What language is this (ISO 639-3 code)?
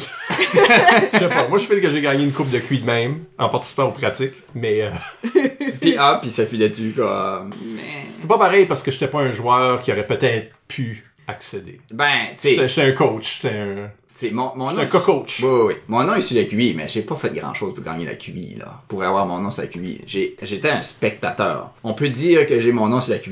fra